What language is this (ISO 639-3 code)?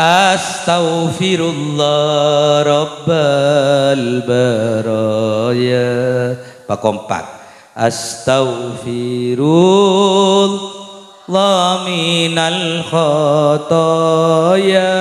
mad